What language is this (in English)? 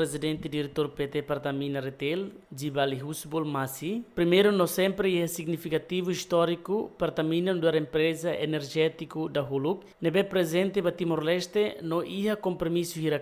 Tetum